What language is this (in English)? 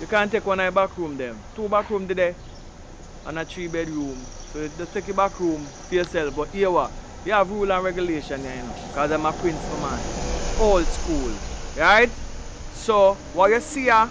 Jamaican Creole English